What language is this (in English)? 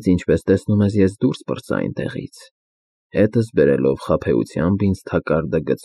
Armenian